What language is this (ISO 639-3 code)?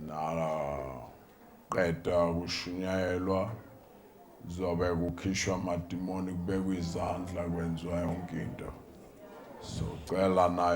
zul